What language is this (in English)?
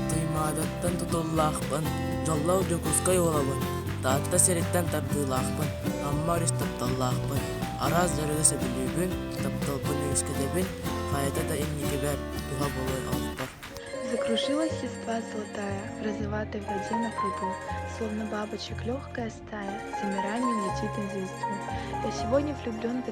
Yakut